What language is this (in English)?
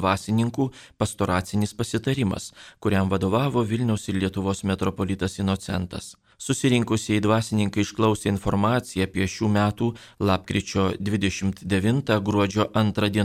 Lithuanian